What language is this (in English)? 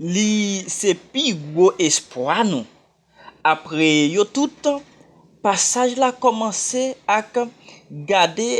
Haitian Creole